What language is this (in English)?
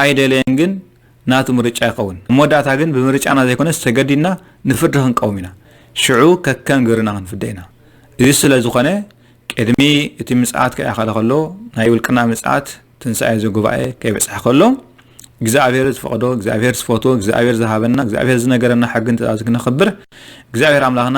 Tigrinya